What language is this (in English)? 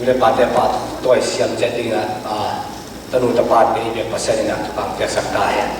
Tedim Chin